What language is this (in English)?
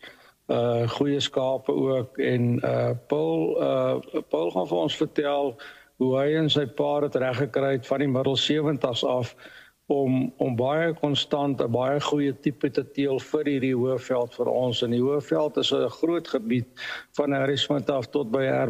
Afrikaans